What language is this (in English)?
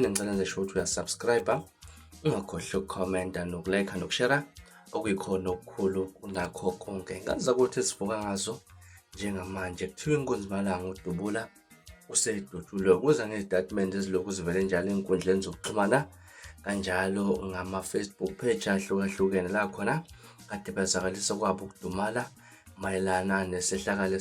Zulu